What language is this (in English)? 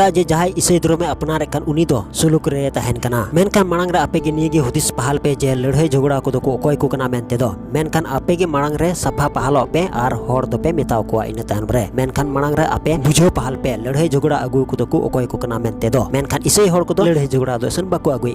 Santali